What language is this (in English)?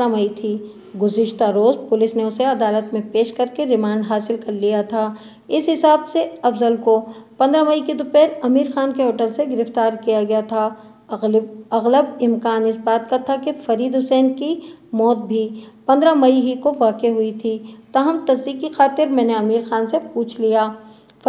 Urdu